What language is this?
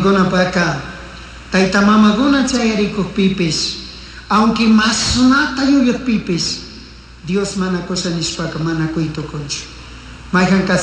Chimborazo Highland Quichua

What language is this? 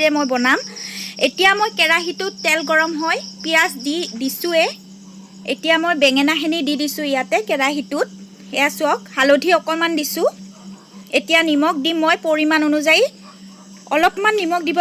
Assamese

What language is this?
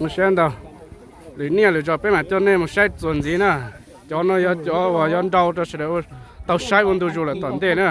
Hmong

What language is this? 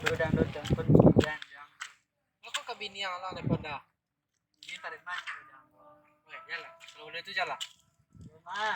Minangkabau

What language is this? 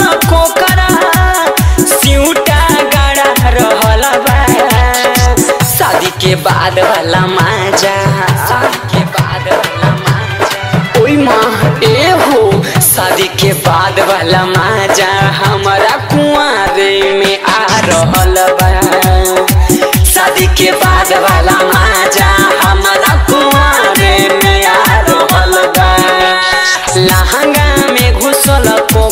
Bhojpuri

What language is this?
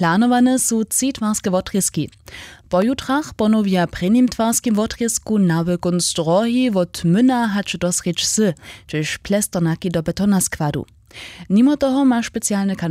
Upper Sorbian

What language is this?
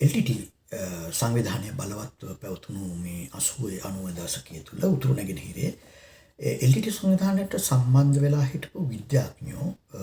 Sinhala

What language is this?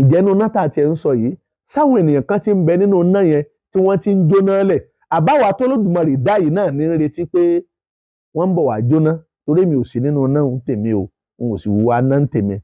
Yoruba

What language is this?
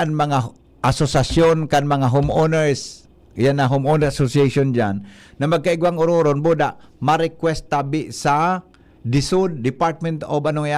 Bikol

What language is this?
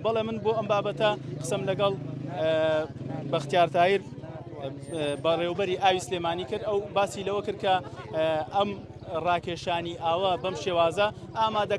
Central Kurdish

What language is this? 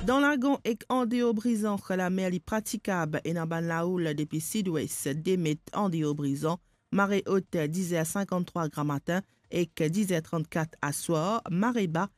Morisyen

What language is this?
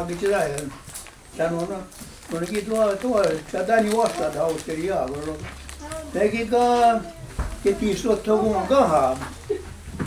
Mohawk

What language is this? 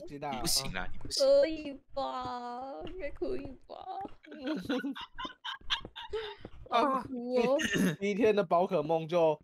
Chinese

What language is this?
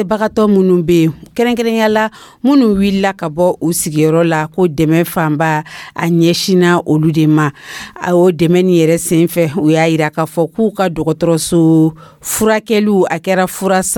Dyula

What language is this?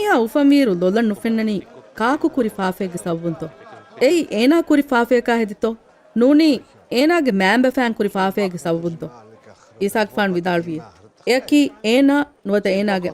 Divehi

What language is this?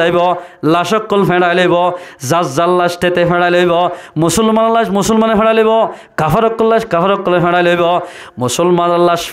Rohingya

